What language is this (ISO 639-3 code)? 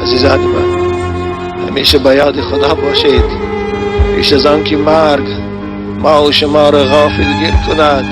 tgk